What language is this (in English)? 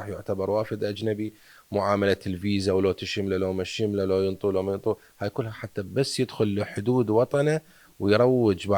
Mesopotamian Arabic